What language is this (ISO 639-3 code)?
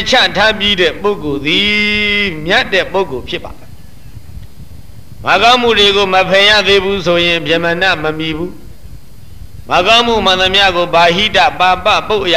mya